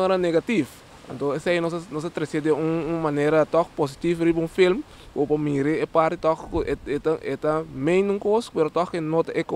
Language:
Papiamento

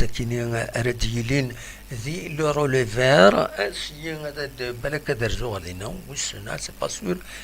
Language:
Kabyle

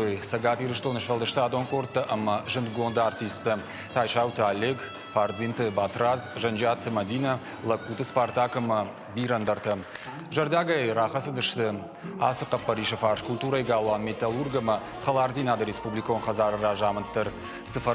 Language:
Ossetic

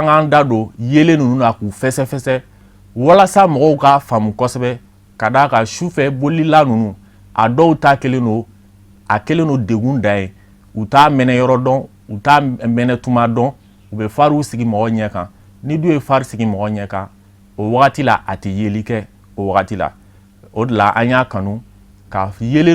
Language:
Bambara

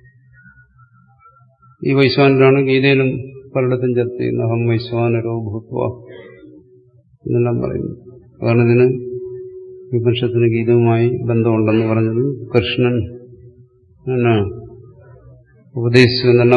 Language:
Malayalam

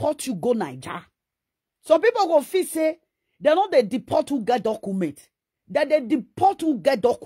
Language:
Nigerian Pidgin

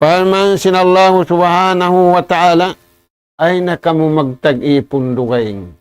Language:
Tausug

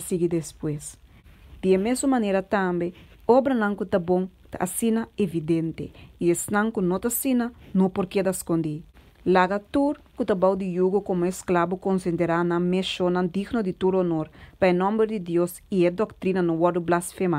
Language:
Papiamento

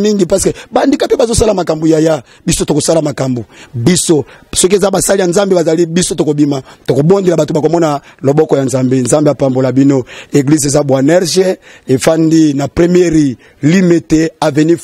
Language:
Lingala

